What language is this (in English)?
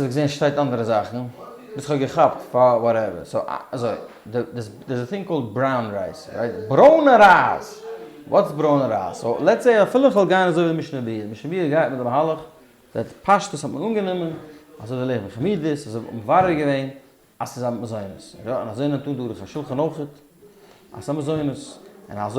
Yiddish